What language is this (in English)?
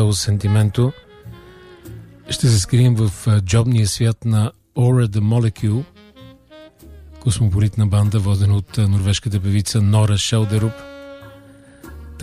Bulgarian